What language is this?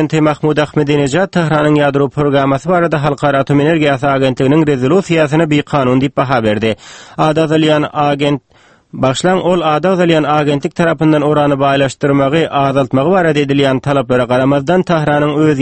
Turkmen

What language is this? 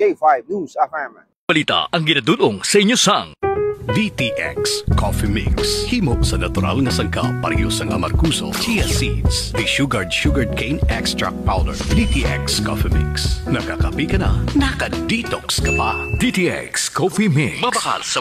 Hiligaynon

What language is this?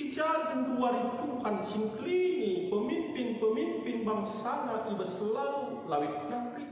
Batak Karo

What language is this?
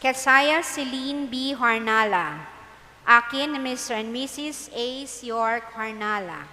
Bikol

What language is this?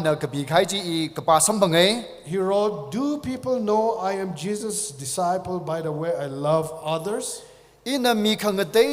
Tangkhul Naga (India)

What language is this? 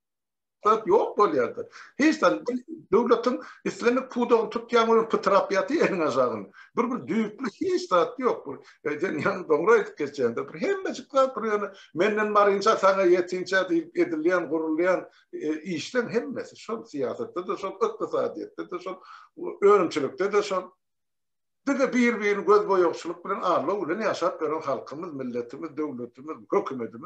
Turkmen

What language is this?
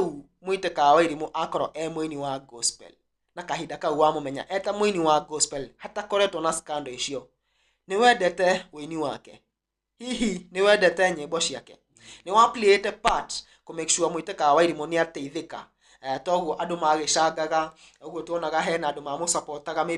Kikuyu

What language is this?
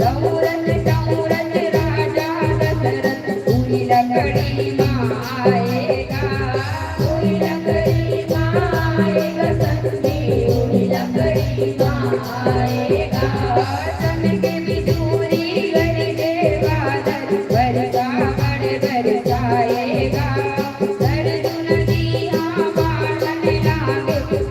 Chhattisgarhi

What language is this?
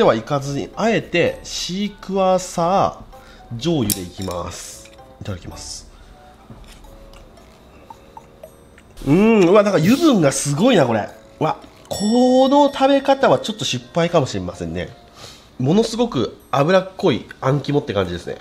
Japanese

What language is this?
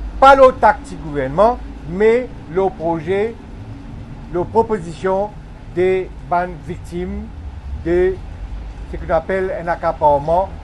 Morisyen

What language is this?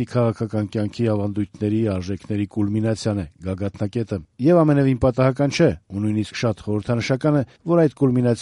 Armenian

